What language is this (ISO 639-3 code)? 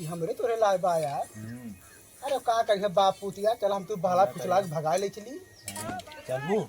awa